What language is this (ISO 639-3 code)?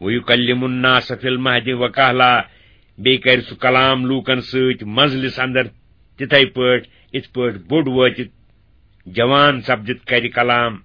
kas